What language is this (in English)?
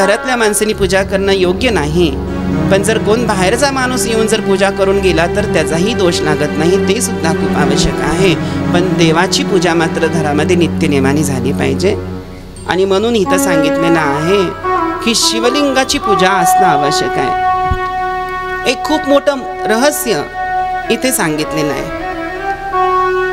Marathi